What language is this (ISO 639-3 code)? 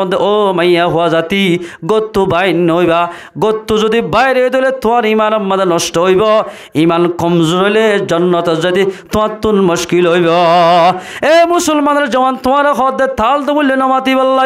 rhg